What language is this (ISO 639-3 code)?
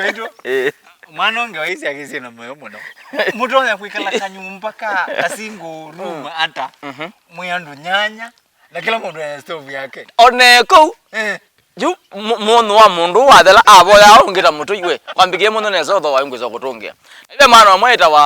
kam